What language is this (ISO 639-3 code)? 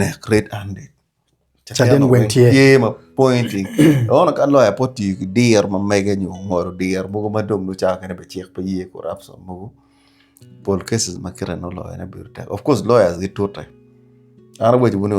ach